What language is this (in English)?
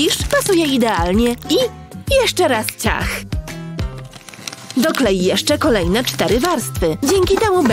Polish